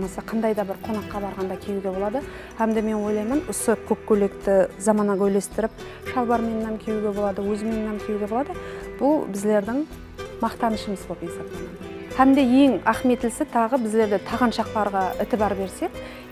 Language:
Kara-Kalpak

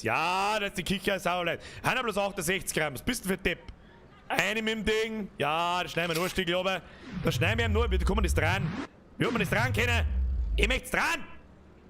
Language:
Bavarian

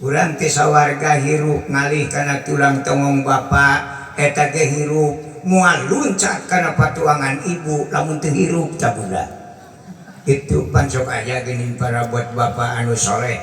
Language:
Sundanese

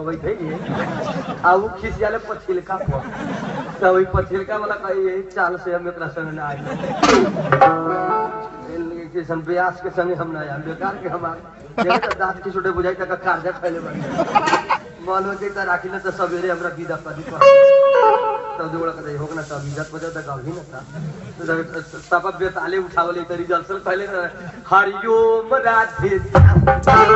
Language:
Bhojpuri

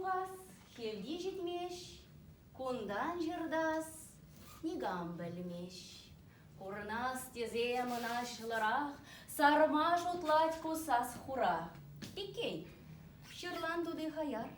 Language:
Chuvash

